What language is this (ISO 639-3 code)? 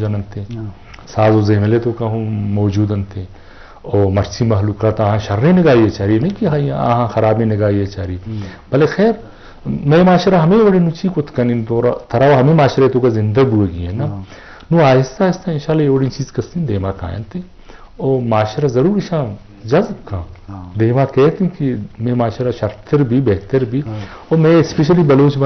bgp